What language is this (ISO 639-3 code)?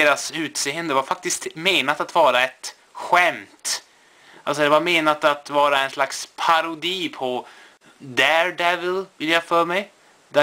swe